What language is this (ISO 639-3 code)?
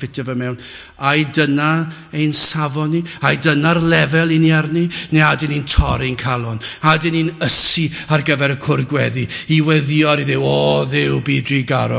cym